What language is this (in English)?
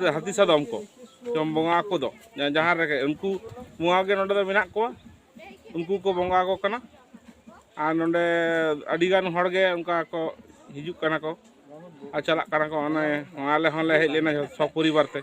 Santali